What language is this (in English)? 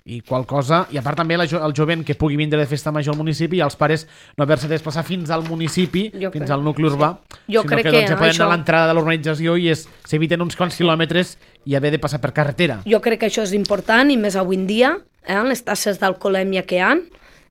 Catalan